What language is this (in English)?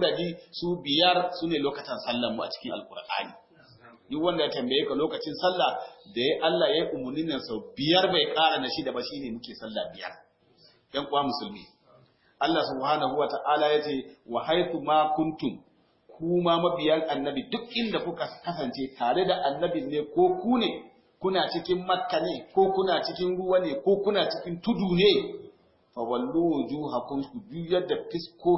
Hausa